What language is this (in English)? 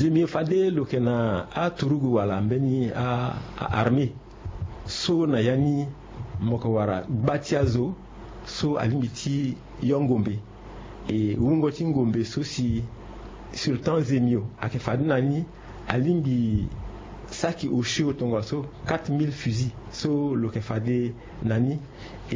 Sango